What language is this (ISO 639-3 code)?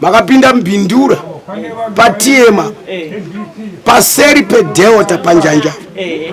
sna